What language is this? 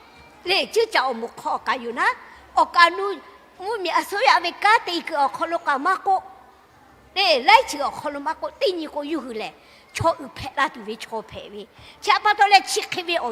Lahu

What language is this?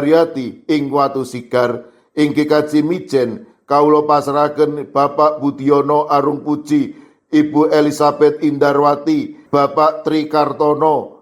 Javanese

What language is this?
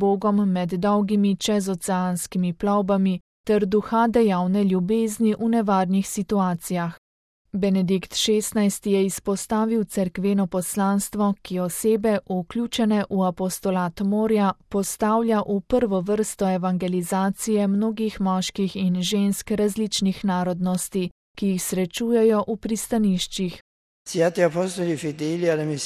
Slovenian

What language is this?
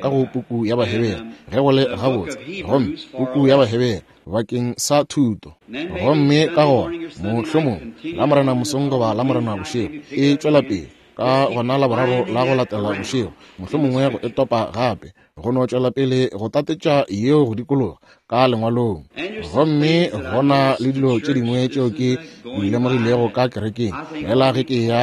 Northern Sotho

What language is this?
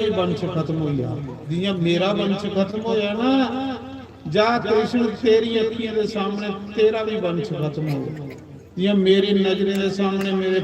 Dogri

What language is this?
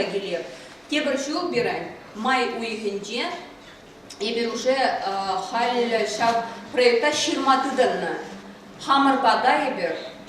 Chuvash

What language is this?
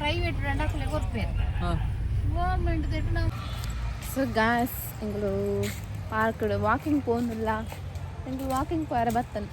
Tulu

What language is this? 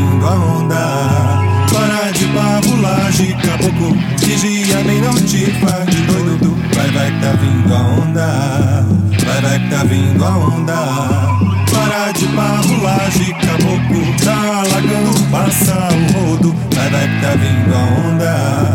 Portuguese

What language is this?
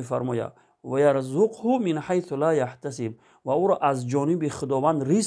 Tajik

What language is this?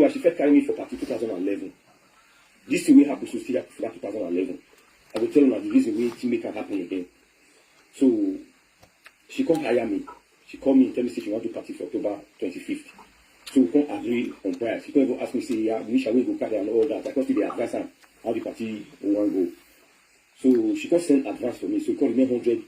Nigerian Pidgin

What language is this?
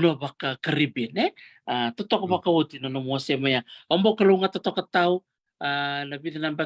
Fijian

